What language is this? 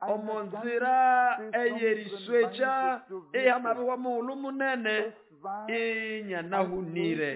Nande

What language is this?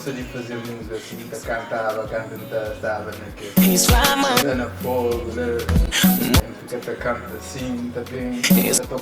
Kabuverdianu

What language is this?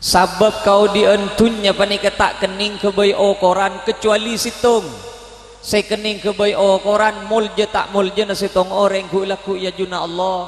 Madurese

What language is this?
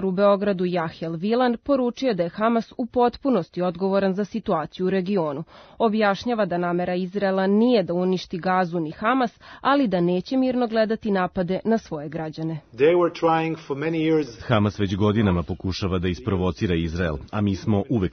Serbian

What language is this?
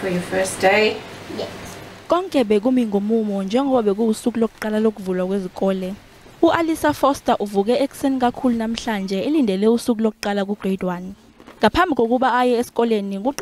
Zulu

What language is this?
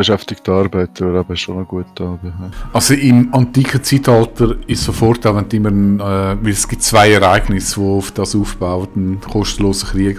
Swiss German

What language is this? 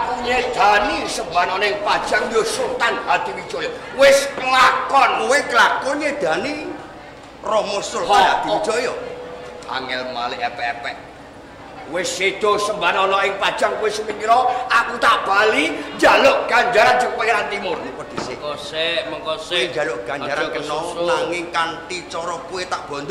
Javanese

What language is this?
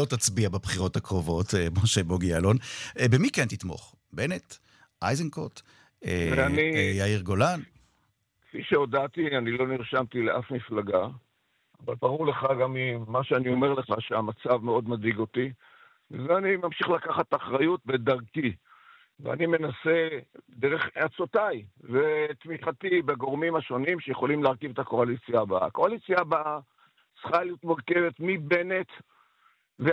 Hebrew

